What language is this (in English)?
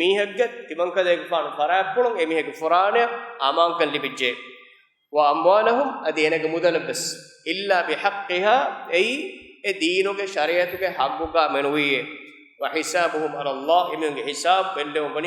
Divehi